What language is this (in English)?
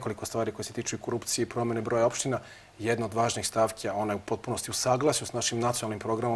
Serbian